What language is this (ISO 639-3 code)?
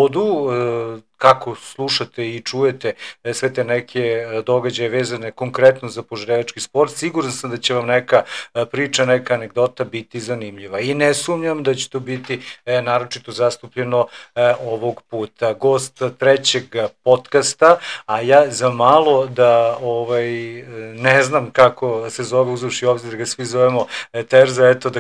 srp